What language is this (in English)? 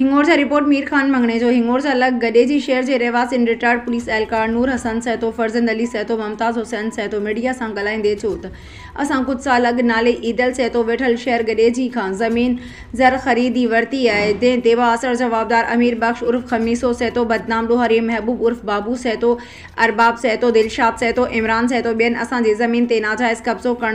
Sindhi